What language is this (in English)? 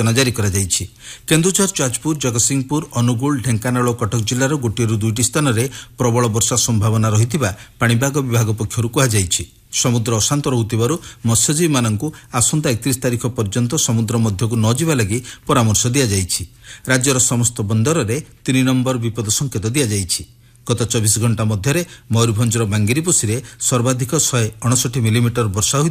Odia